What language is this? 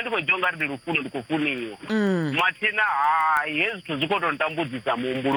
Venda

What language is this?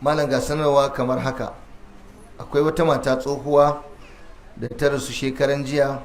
Hausa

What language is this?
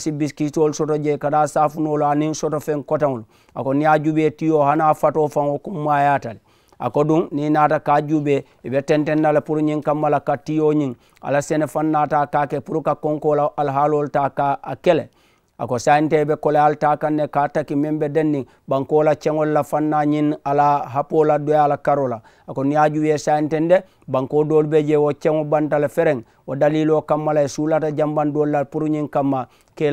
Mandingo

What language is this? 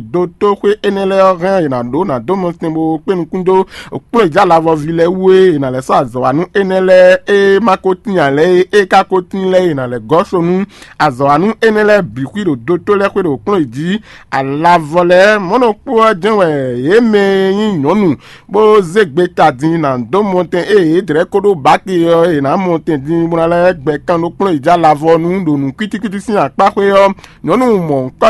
Fon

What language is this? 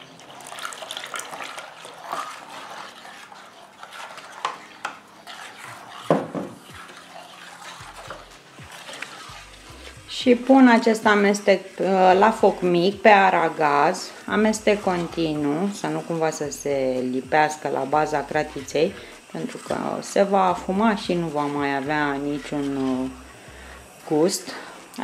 Romanian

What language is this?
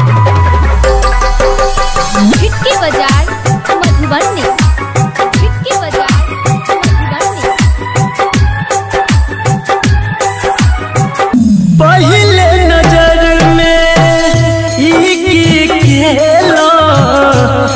Bhojpuri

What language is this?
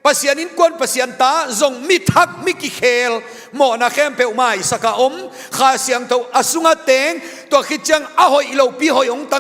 Tedim Chin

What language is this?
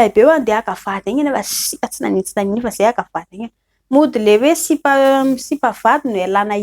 Malagasy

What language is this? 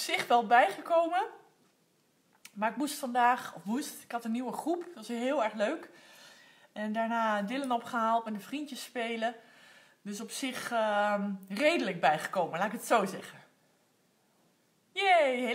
Dutch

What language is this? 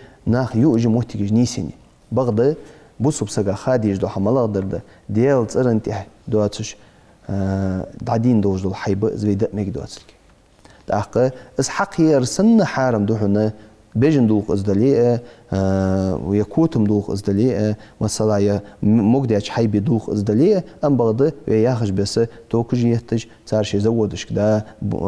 Ingush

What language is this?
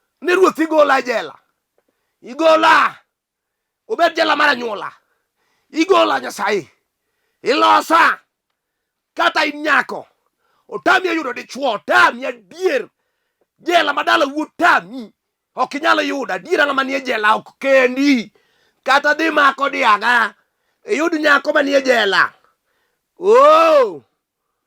Luo (Kenya and Tanzania)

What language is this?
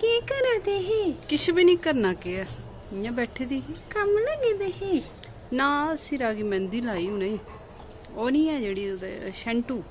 Dogri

